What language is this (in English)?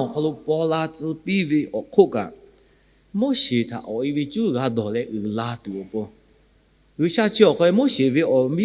Lahu